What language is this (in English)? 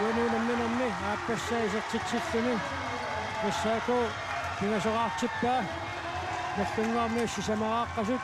Kalaallisut